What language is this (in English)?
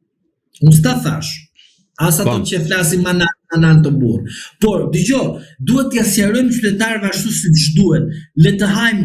Albanian